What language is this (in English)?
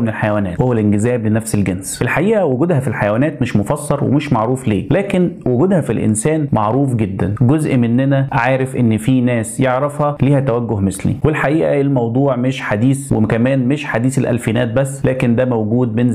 Egyptian Arabic